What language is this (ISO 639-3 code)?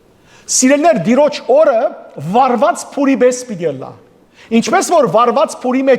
hyw